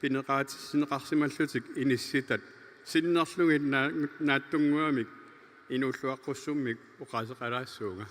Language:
Kalaallisut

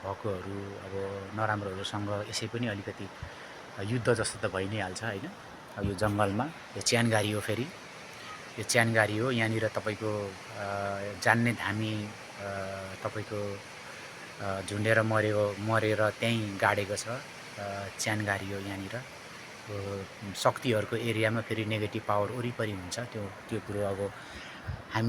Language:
Nepali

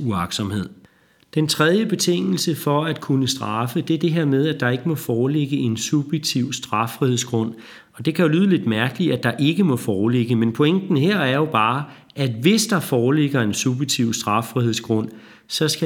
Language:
Danish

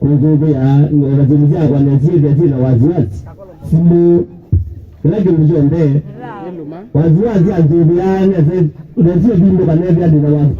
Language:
Kamba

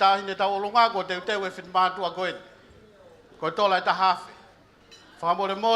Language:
Tongan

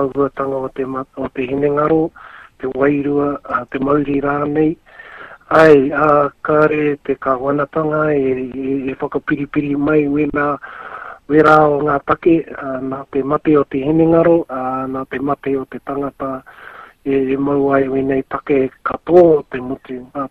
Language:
Māori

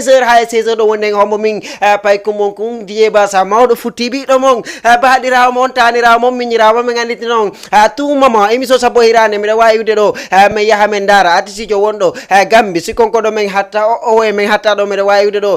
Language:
Fula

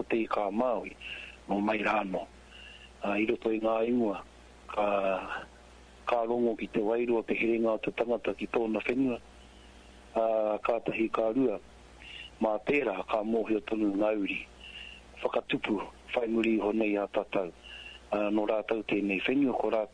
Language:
Māori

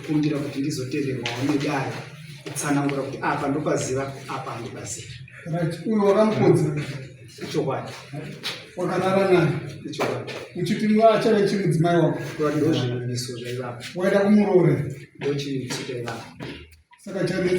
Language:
Shona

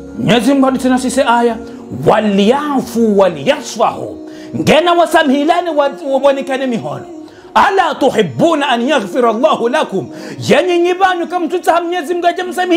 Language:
Ngazidja Comorian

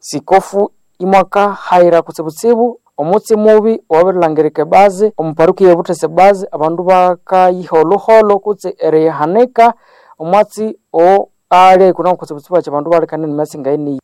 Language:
Nande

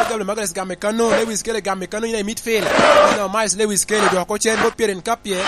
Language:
Lango (Uganda)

